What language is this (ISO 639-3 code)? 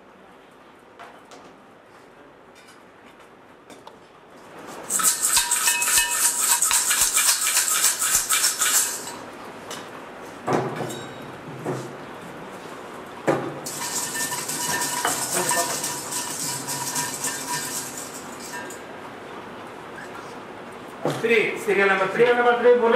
tel